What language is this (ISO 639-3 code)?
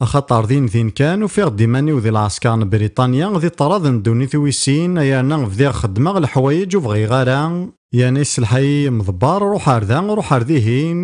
kab